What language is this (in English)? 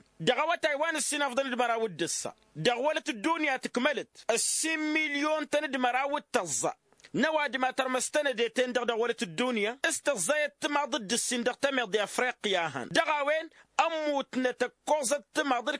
Tamasheq